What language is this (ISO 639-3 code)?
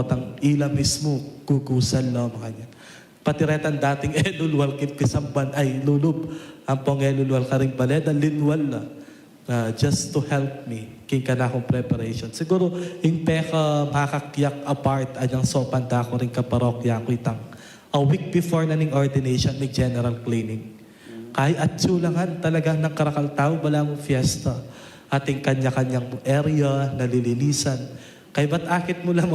pam